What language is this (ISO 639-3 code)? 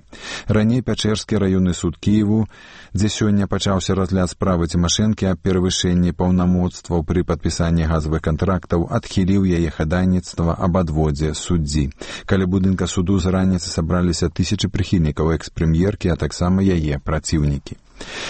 bel